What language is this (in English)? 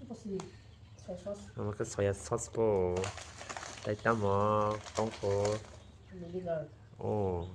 Kok Borok